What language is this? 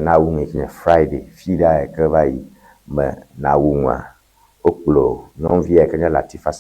Ewe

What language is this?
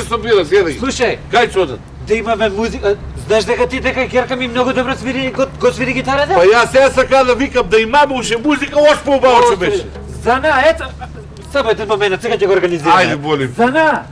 Macedonian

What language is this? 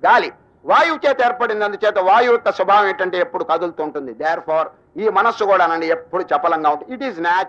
Telugu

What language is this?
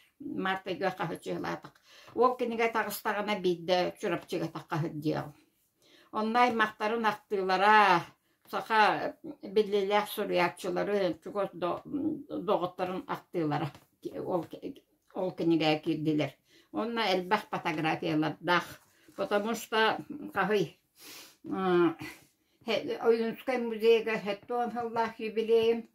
Yakut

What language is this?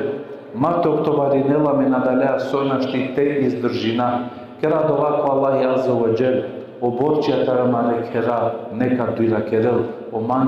Balkan Romani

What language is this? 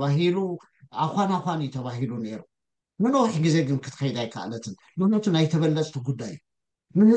Tigrinya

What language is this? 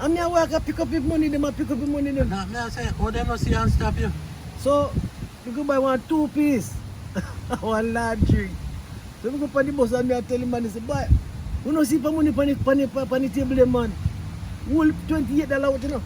Jamaican Creole English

